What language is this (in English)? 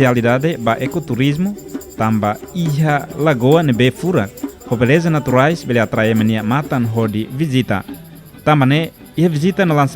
Tetum